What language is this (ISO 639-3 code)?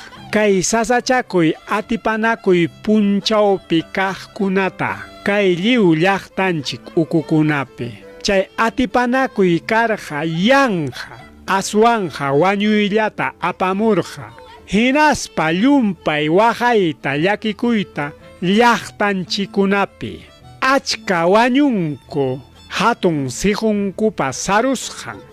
quy